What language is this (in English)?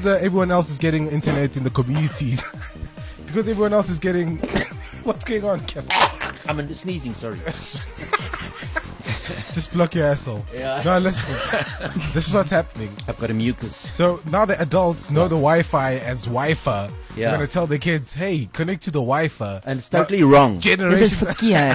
Afrikaans